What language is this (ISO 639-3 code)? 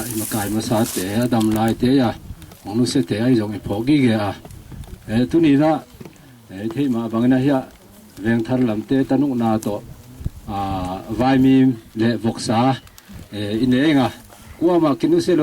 ctd